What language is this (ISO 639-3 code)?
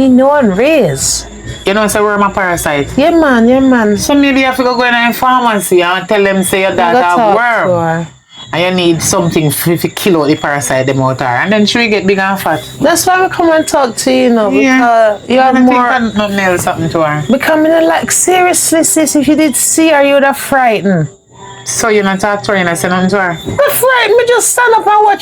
jam